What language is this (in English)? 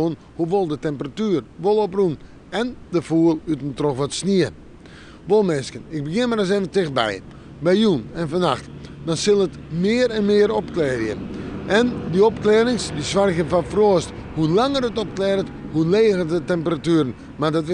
Western Frisian